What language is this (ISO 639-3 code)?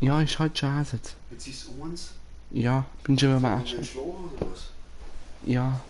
bar